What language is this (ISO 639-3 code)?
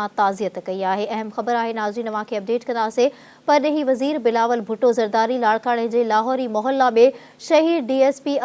snd